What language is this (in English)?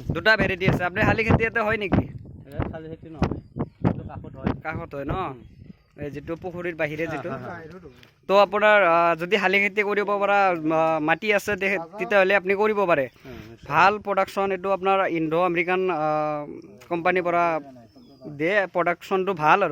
Assamese